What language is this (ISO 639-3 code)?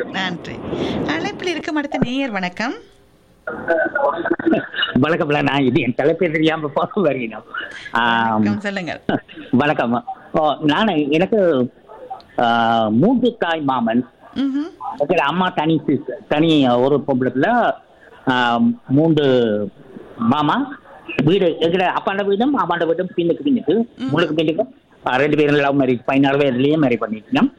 tam